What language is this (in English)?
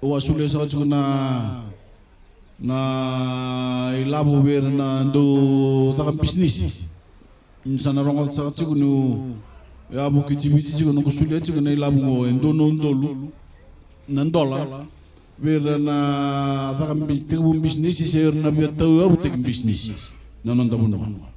Fijian